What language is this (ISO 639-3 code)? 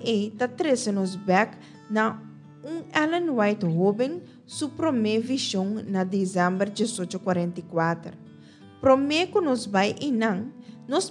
pap